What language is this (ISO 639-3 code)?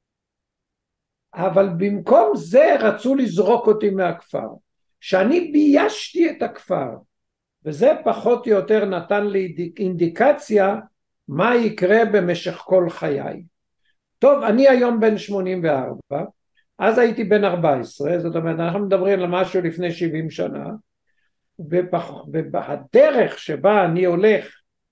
heb